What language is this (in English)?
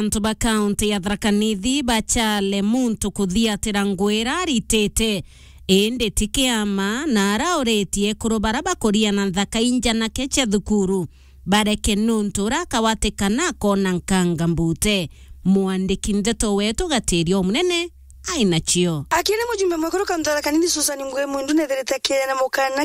Meru